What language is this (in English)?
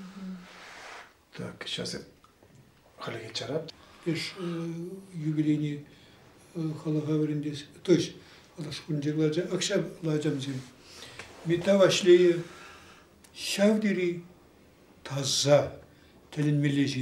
Tatar